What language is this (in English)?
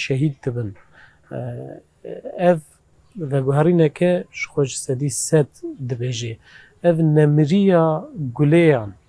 Kurdish